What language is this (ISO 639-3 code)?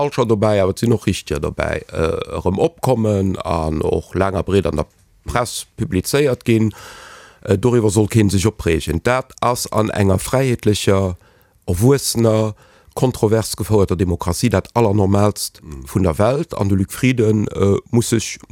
ltz